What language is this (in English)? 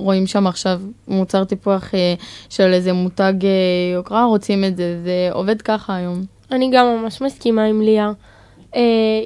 Hebrew